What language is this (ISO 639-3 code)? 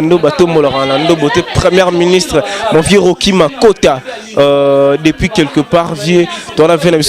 lin